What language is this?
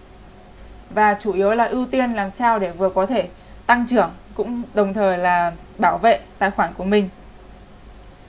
Vietnamese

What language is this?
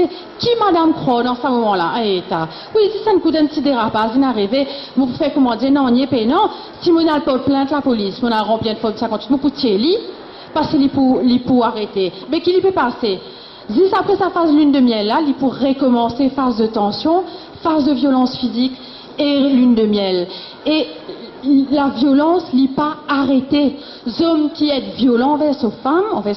Morisyen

